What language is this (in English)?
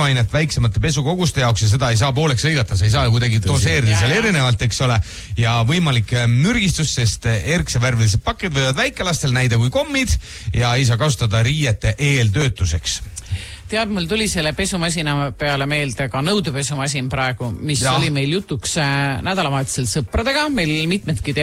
Estonian